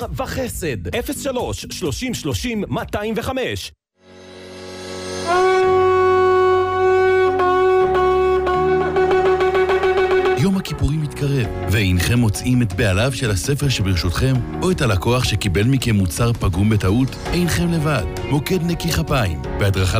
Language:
Hebrew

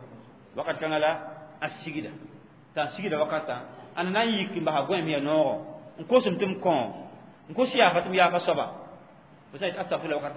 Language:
Mossi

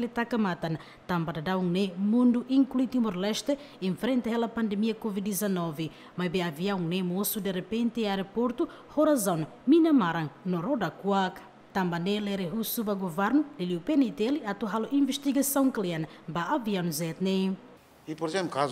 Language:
Tetum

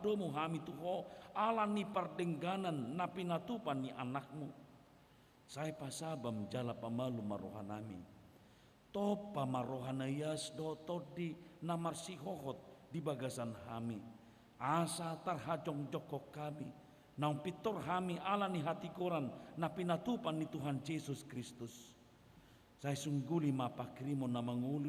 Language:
Batak Toba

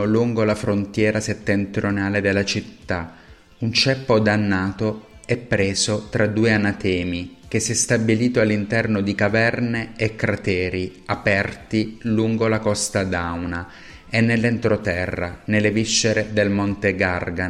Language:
Italian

